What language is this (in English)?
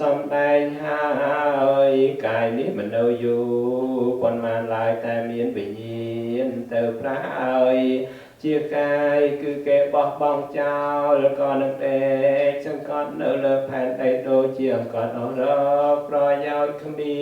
Khmer